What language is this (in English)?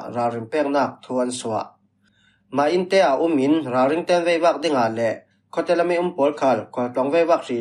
Falam Chin